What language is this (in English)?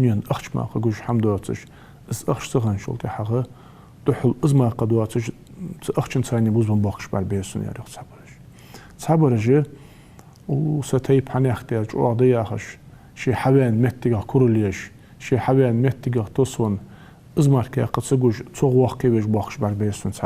Ingush